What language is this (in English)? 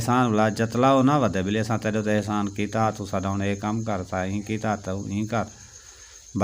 Saraiki